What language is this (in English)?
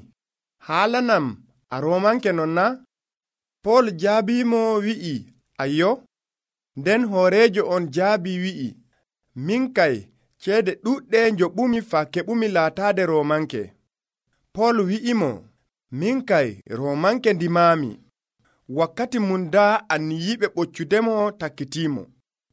Nigerian Fulfulde